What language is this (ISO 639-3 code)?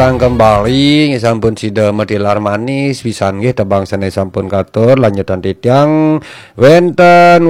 ban